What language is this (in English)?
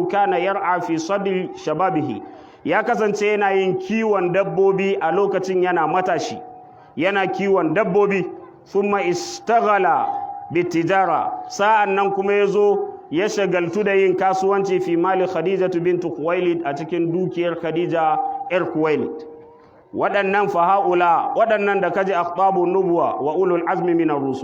Hausa